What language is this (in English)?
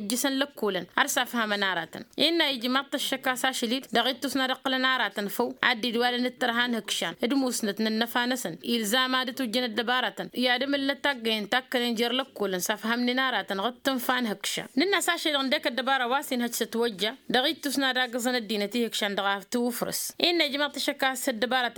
Tamasheq